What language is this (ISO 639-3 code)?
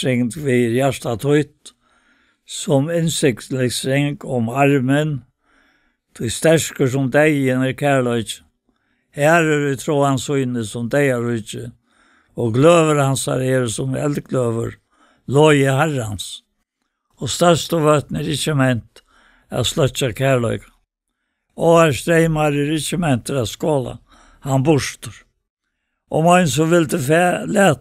fao